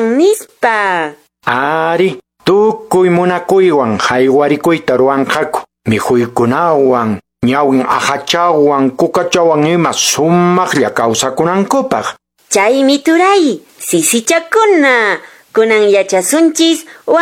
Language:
Quechua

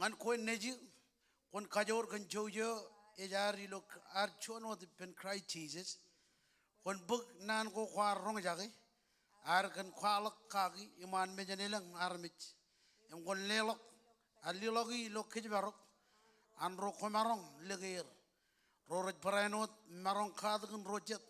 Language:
Marshallese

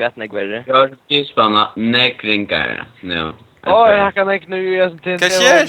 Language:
Faroese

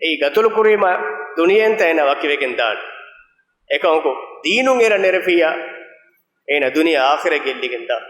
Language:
Divehi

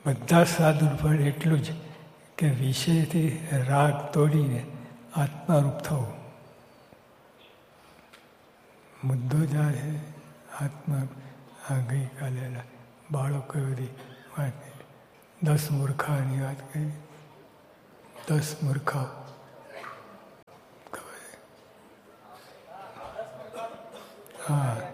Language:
Gujarati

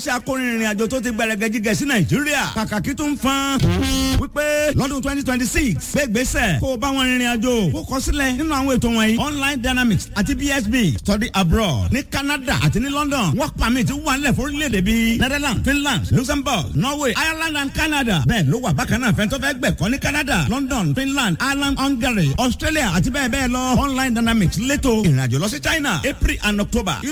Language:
Yoruba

